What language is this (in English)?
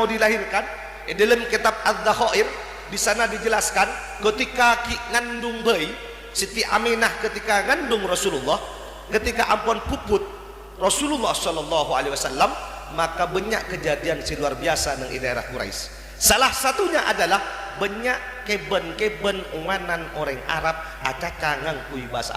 Madurese